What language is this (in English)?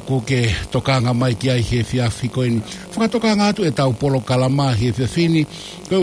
Tongan